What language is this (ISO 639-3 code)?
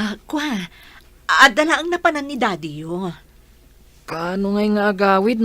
ilo